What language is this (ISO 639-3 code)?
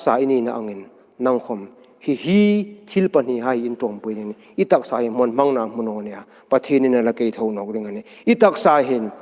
hmr